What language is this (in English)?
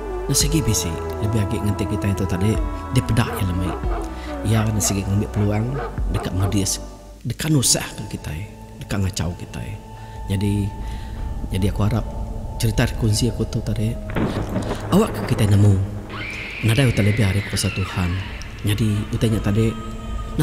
Iban